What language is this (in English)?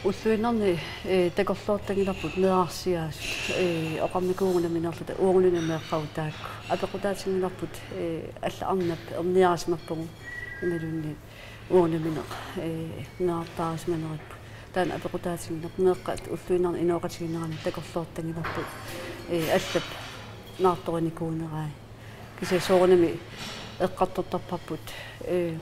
Kalaallisut